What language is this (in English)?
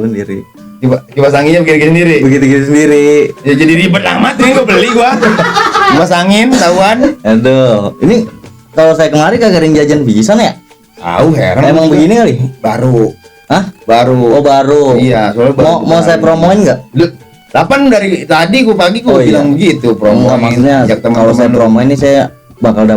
Betawi